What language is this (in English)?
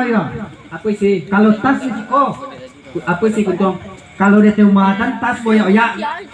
Minangkabau